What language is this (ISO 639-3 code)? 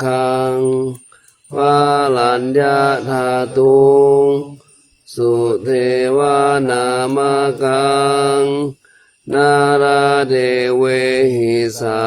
pli